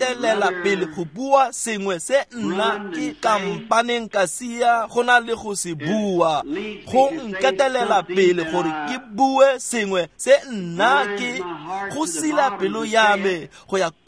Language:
Tswana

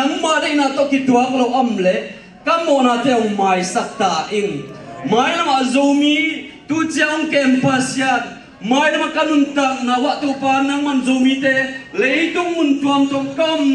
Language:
Tedim Chin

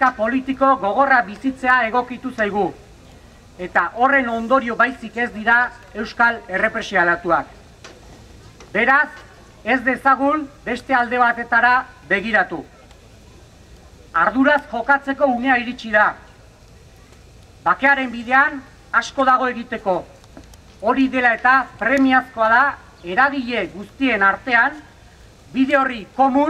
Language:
Basque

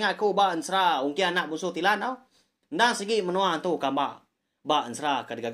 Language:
Iban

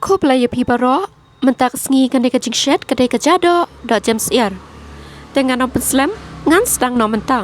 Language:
Khasi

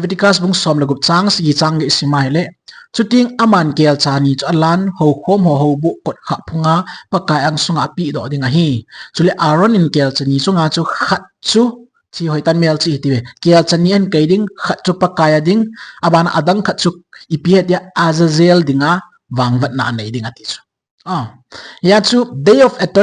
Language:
Thado Chin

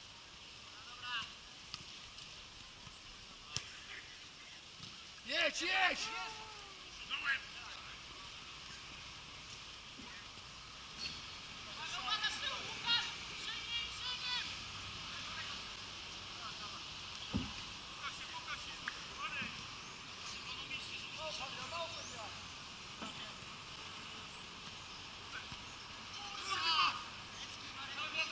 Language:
Polish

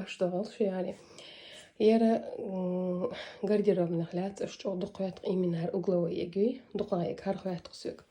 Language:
Chechen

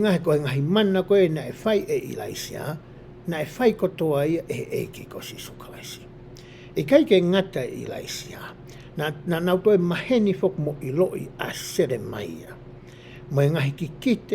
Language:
Tongan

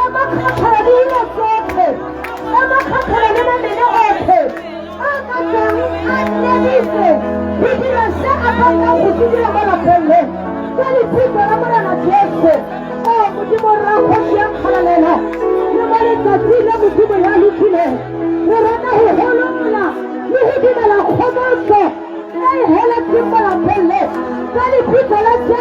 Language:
Tswana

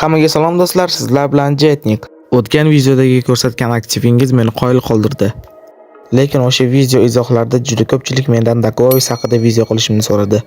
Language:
Uzbek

